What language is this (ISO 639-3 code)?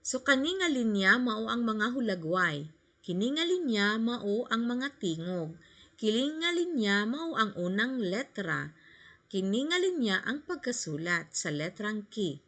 ceb